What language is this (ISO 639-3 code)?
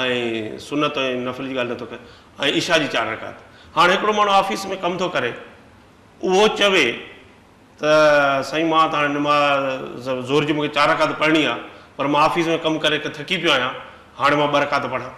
snd